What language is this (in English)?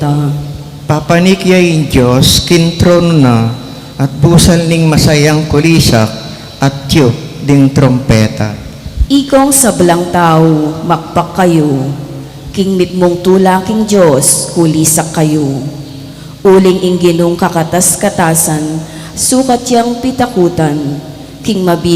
Pampanga